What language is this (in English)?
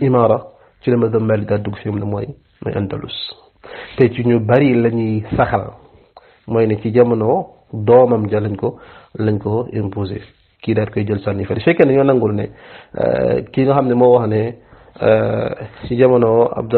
Wolof